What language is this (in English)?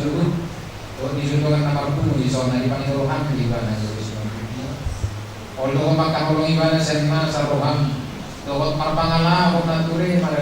Batak Toba